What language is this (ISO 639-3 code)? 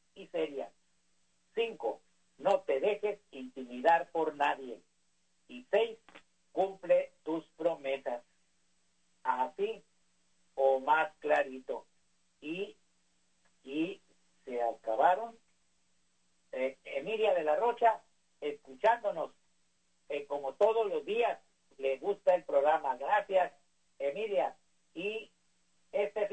spa